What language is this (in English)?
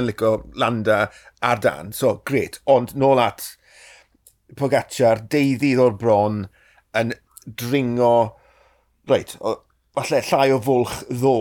Welsh